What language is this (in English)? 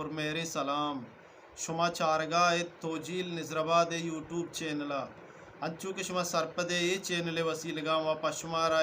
Eastern Balochi